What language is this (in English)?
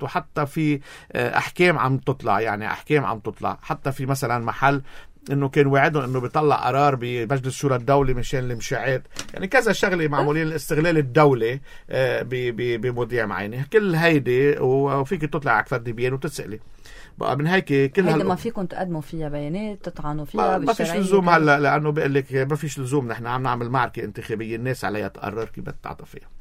North Levantine Arabic